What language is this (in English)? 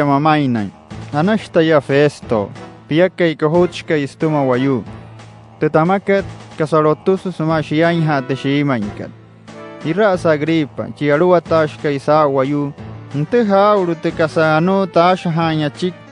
Wayuu